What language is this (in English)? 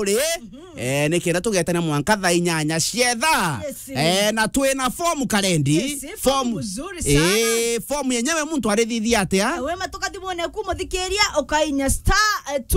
Meru